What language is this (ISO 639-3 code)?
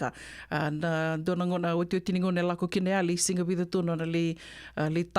fij